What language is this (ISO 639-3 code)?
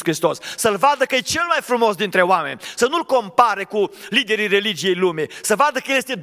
ron